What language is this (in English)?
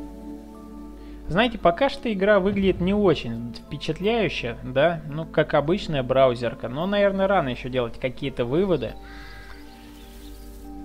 Russian